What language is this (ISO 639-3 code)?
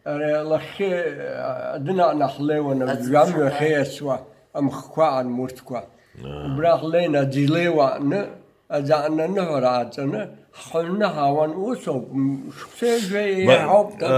abk